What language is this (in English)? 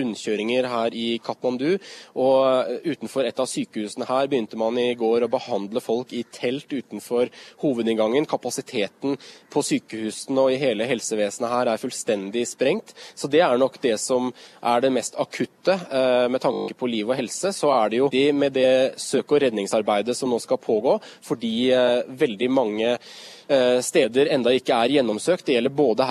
Norwegian